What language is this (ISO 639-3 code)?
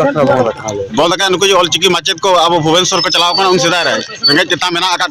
sat